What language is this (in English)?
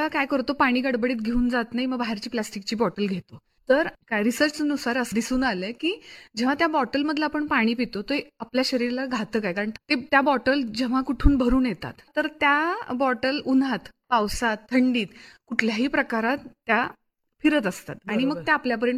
Marathi